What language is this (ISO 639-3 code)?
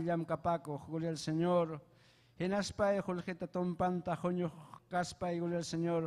quy